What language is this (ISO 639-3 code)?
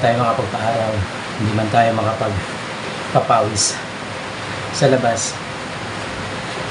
fil